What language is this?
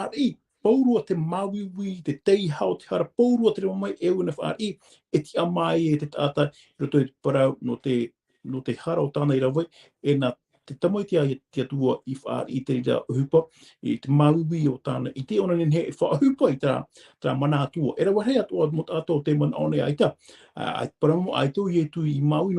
Tahitian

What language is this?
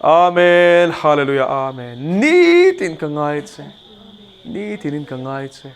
Mizo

